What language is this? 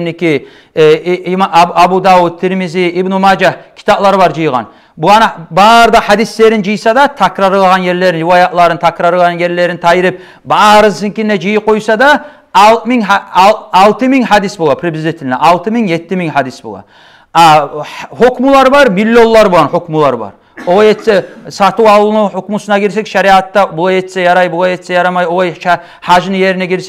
Kumyk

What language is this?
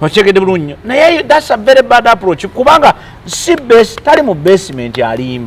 Ganda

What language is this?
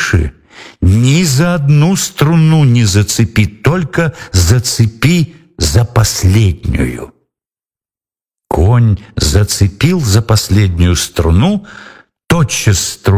Russian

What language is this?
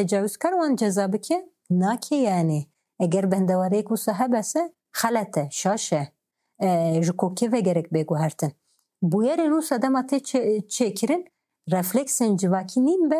Kurdish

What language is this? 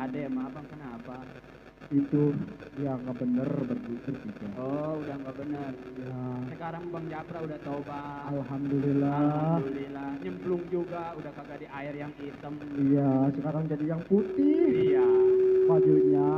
Betawi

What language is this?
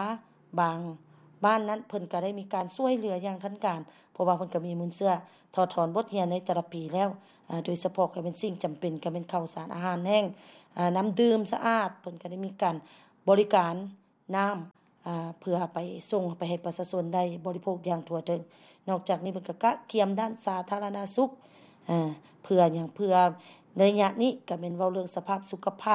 Lao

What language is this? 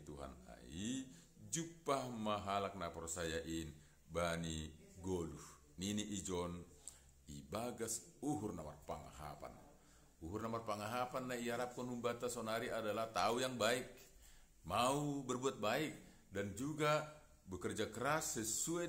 Batak Simalungun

